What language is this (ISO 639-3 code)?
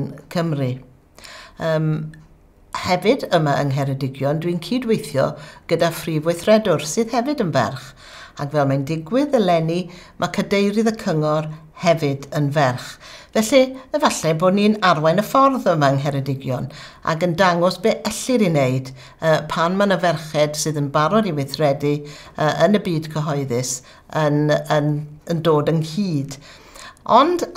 cym